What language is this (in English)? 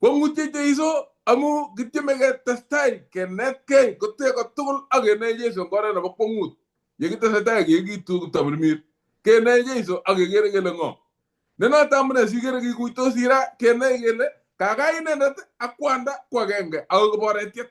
Kalenjin